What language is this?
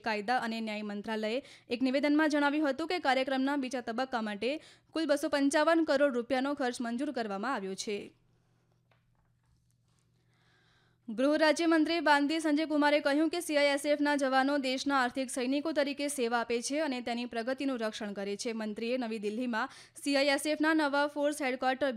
Gujarati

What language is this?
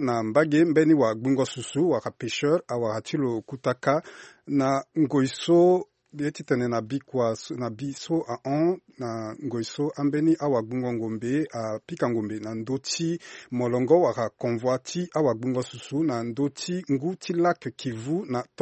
Sango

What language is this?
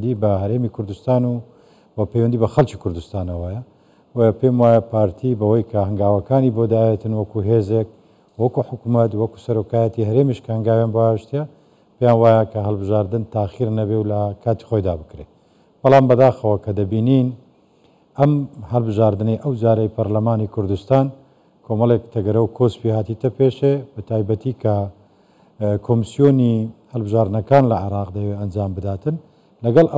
Central Kurdish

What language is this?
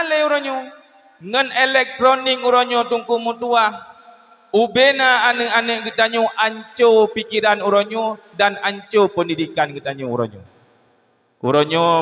Achinese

